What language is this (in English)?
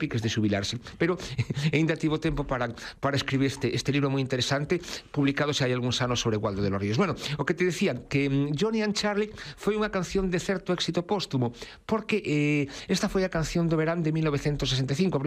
Galician